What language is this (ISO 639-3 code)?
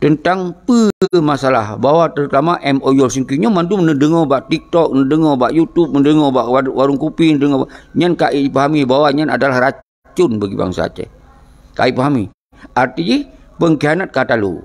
ace